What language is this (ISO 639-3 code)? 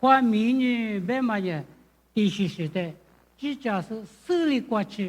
lis